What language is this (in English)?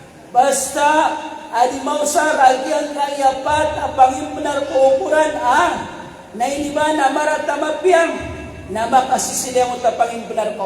Maranao